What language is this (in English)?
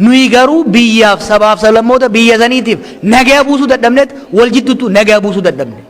Oromo